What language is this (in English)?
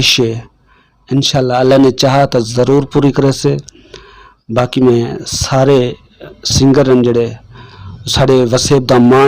Saraiki